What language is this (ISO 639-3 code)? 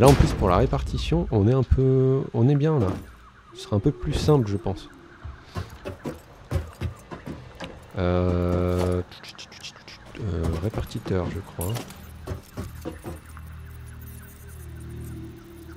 fra